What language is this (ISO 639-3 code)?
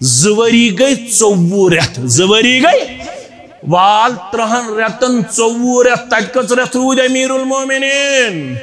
kas